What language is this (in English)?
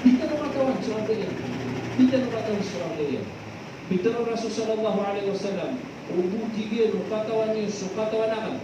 Maranao